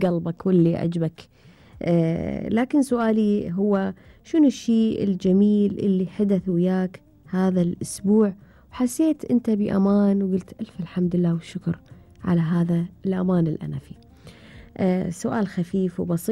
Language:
Gulf Arabic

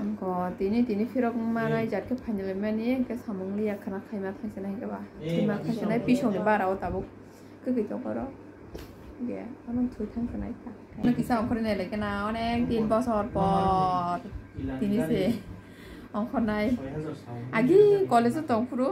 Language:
Kok Borok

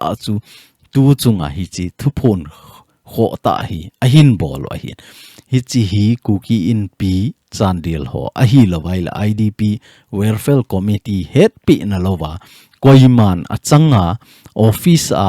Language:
Thado Chin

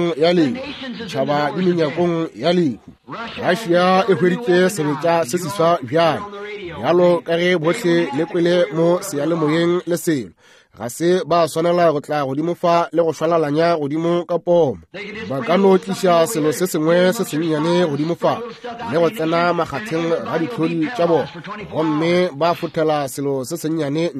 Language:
Northern Sotho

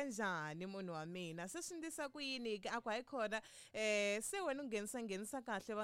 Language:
Tsonga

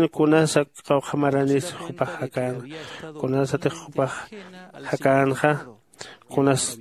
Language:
Aymara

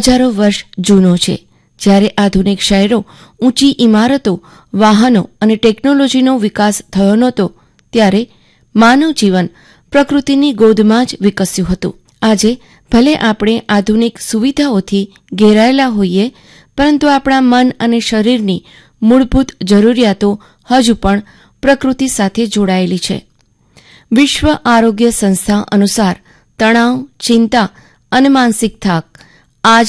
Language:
Gujarati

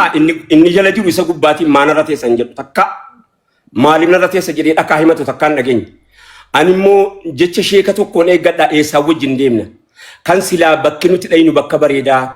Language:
Oromo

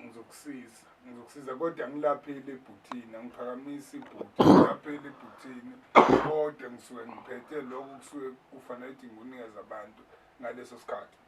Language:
Zulu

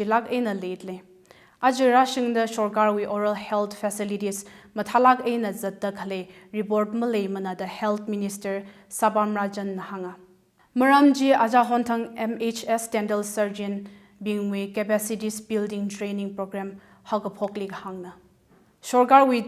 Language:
Tangkhul Naga (India)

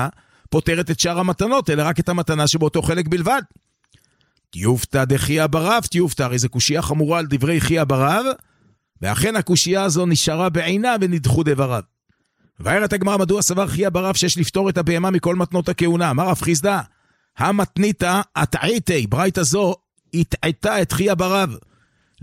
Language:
Hebrew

